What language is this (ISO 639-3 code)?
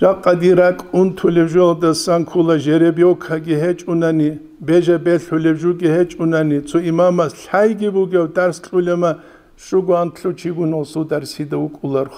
ava